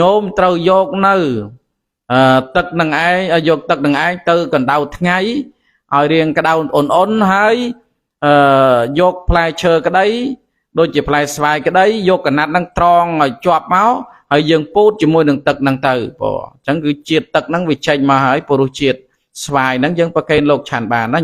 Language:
Khmer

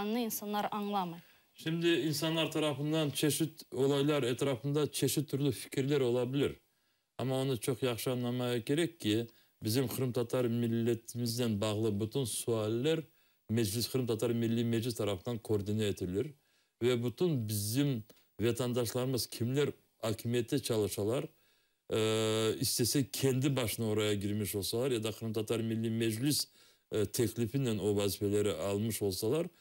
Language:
Crimean Tatar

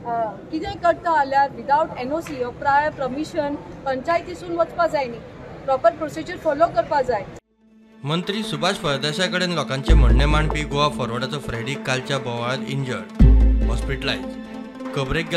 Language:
Konkani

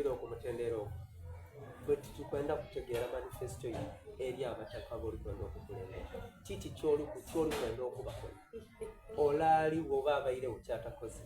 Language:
Soga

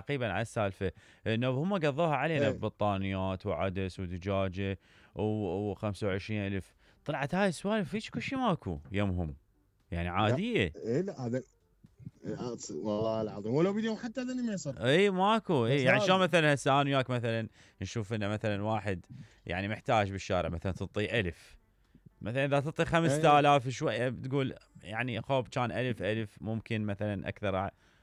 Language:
Mesopotamian Arabic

